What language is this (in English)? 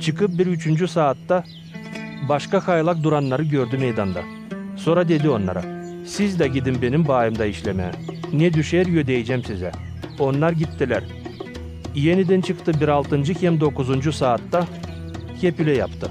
Gagauz